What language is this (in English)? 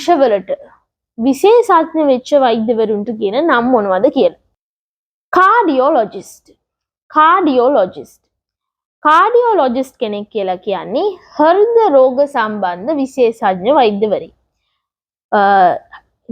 Sinhala